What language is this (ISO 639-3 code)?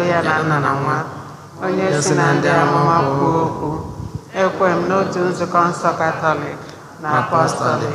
ibo